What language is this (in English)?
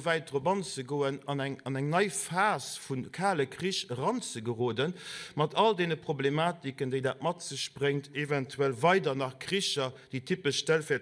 Luxembourgish